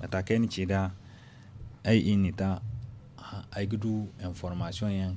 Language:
Zarma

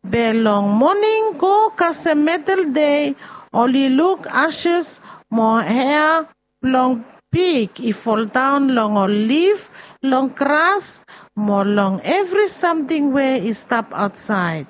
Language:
Bislama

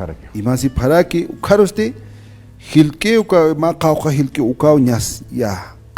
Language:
Aymara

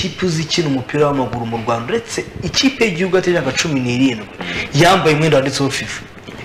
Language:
Kinyarwanda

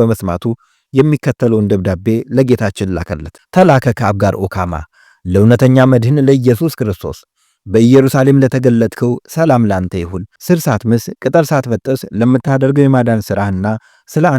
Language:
Amharic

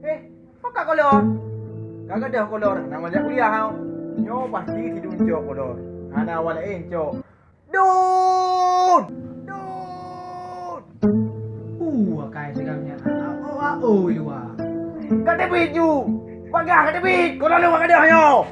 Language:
Achinese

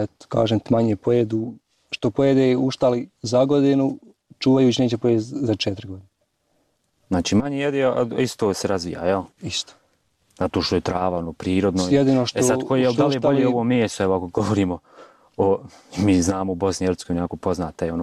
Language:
Bosnian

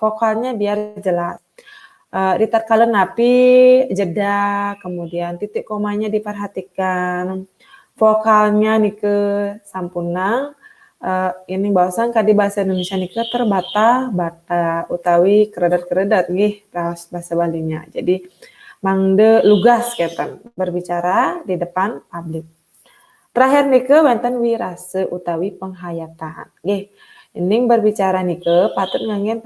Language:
Balinese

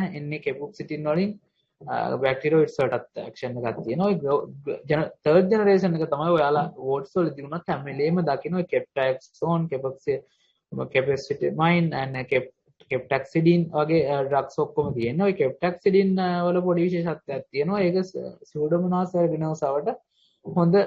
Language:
Sinhala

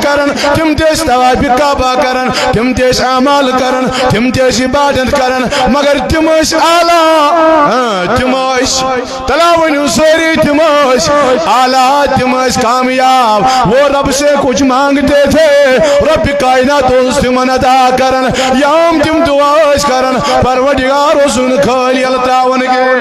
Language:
Kashmiri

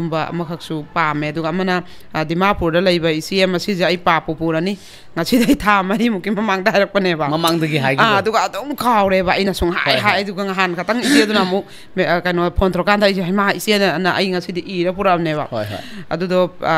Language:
Manipuri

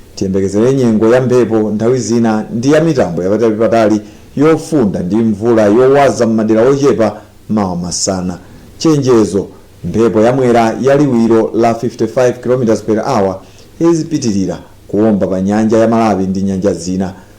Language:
Nyanja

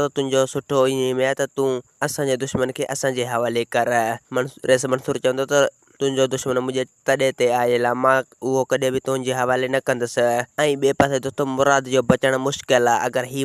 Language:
Sindhi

